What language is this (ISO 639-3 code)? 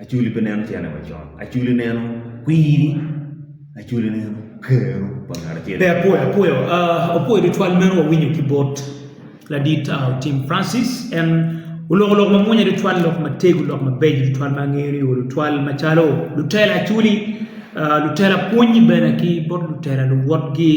ach